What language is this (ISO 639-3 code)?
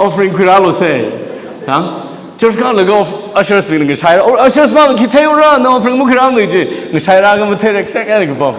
nmf